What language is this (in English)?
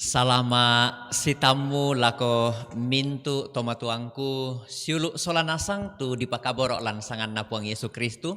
Toraja-Sa'dan